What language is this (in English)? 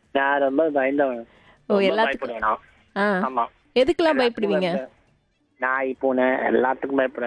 Tamil